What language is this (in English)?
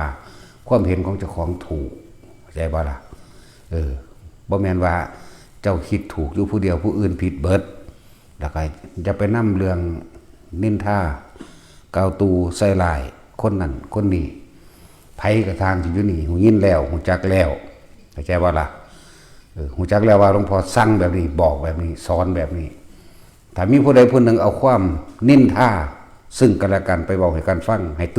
Northeastern Thai